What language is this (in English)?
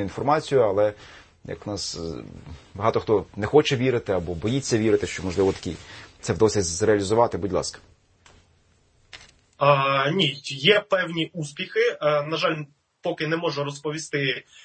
Ukrainian